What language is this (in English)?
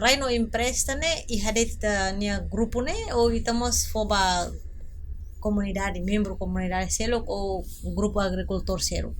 Tetum